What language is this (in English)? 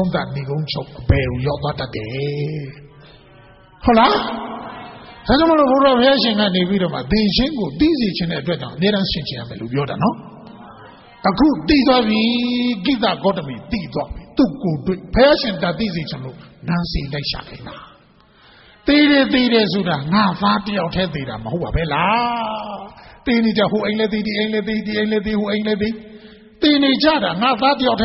Burmese